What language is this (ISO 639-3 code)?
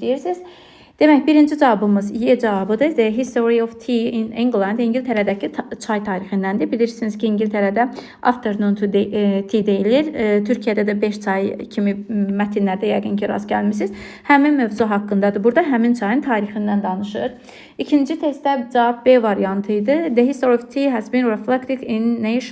aze